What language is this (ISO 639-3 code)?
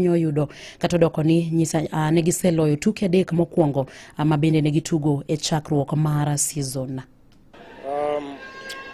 luo